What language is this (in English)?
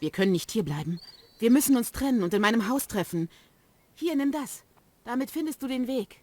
Bavarian